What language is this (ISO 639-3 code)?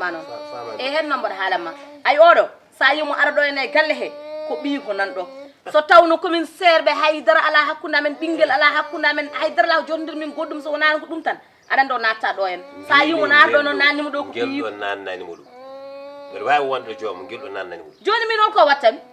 ful